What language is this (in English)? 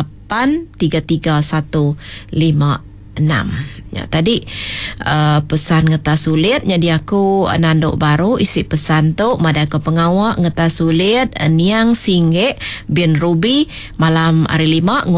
Iban